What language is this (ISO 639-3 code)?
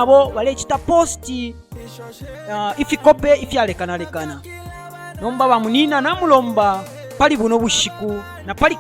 bem